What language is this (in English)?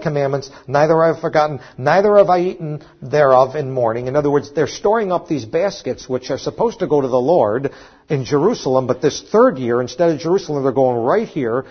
English